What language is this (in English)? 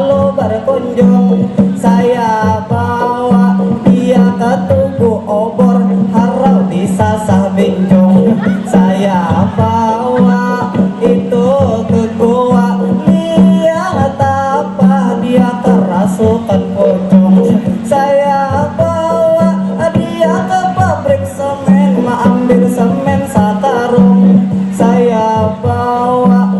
Banjar